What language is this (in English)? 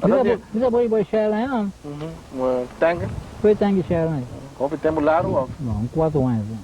Papiamento